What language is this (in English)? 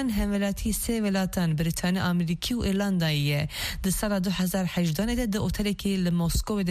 Kurdish